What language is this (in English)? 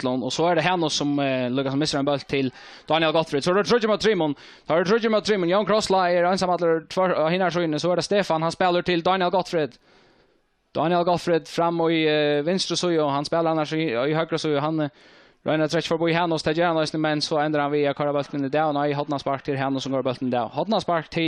Faroese